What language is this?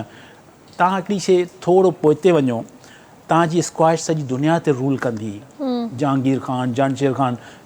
Sindhi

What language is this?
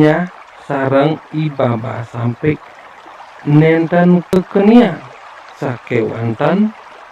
Balinese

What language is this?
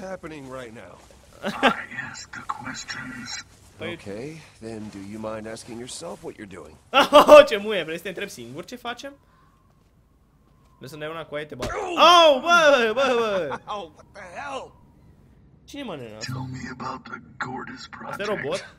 Romanian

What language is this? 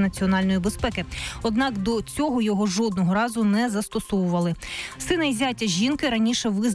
Ukrainian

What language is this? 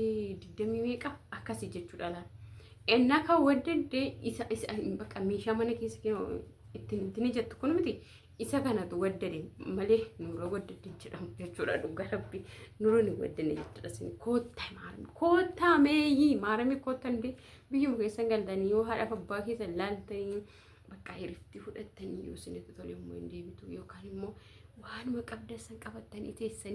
Oromo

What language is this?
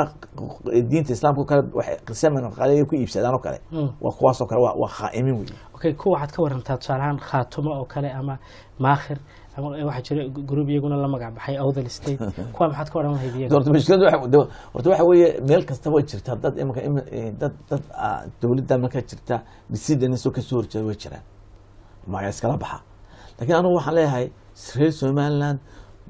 Somali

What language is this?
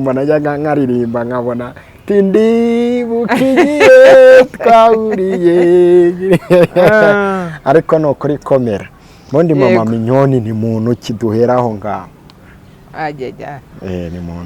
Kinyarwanda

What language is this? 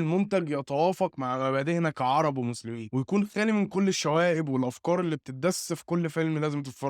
Egyptian Arabic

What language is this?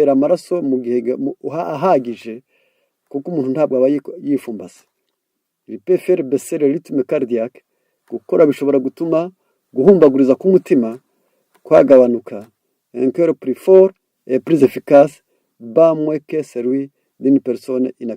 Kinyarwanda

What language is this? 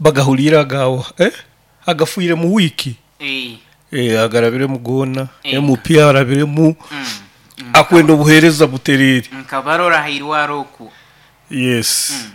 Nyoro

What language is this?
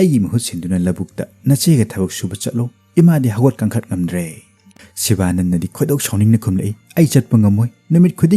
Manipuri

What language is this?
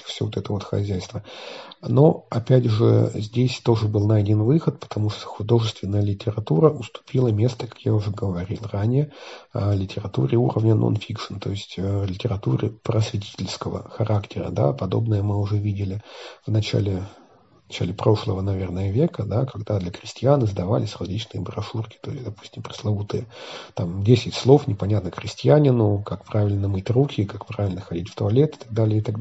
Russian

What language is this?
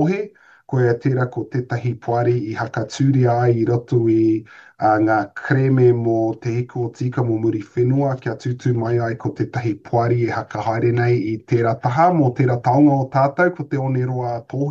Māori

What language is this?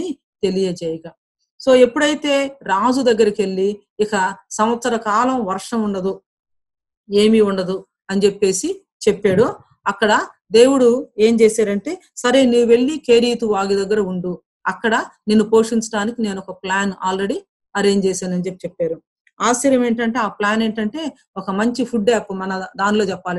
Telugu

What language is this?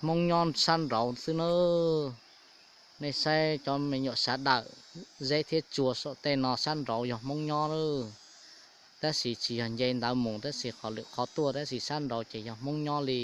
Hmong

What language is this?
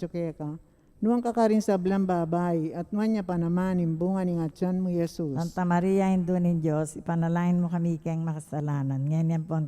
Pampanga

